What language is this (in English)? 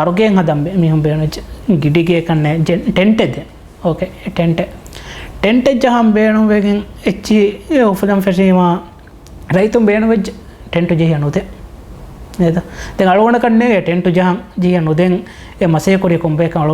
Divehi